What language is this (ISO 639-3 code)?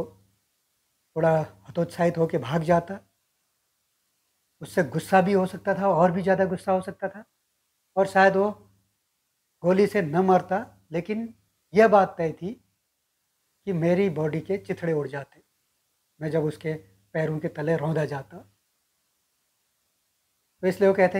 hin